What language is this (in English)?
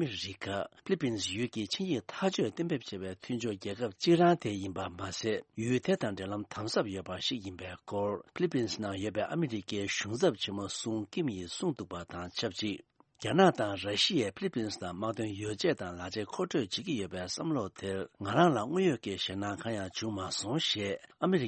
Tibetan